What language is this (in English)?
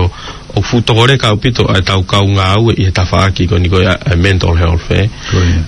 Tongan